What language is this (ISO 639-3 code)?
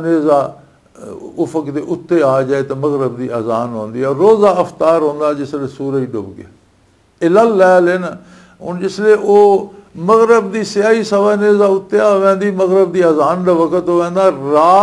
lah